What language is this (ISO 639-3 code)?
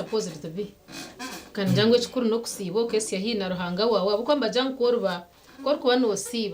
nyn